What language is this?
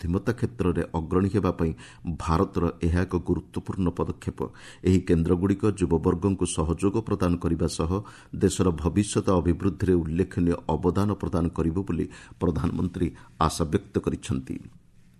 Odia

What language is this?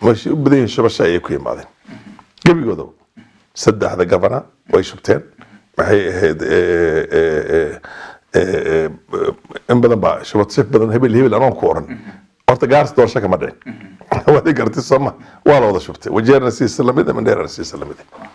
Somali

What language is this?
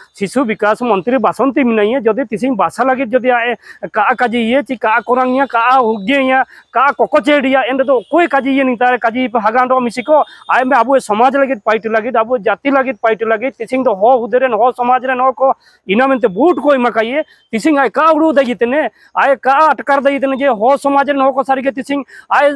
Santali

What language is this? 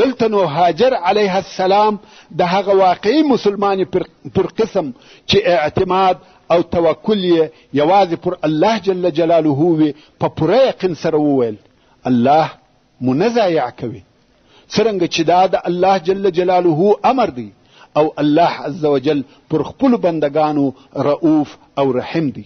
Pashto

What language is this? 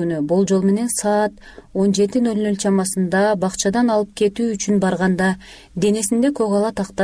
Kyrgyz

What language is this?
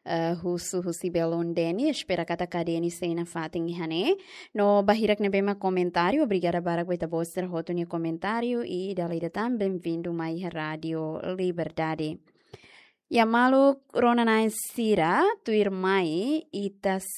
Tetum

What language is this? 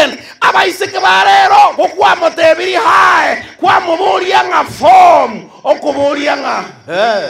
Gusii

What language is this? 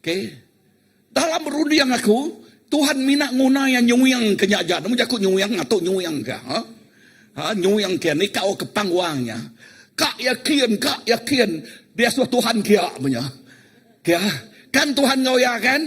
Iban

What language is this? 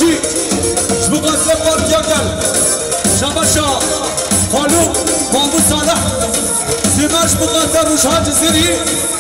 Kurdish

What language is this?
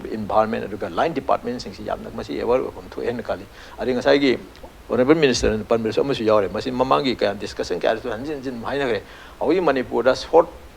Manipuri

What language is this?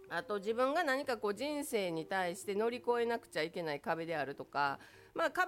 Japanese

